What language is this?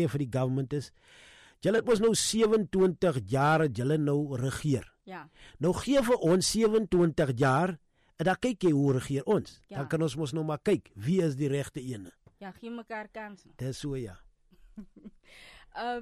Afrikaans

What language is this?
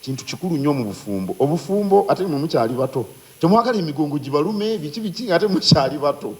Ganda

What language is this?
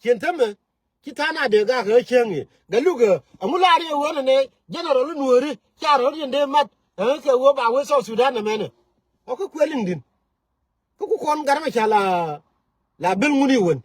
Nuer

